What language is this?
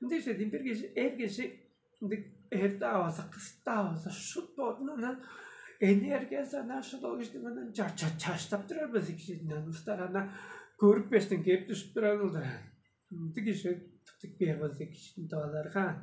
Tuvinian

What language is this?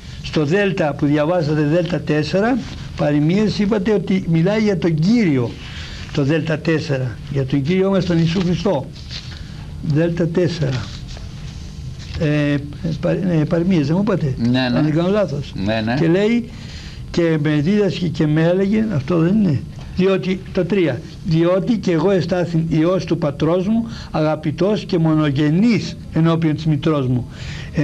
Greek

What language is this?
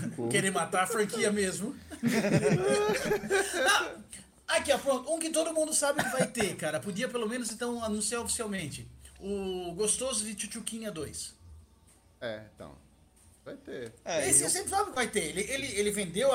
Portuguese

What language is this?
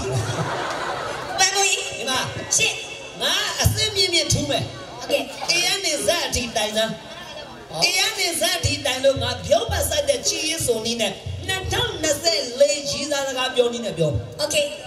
Burmese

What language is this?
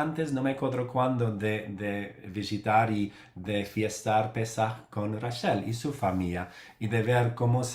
Ladino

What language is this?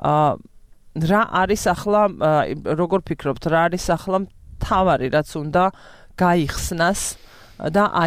Georgian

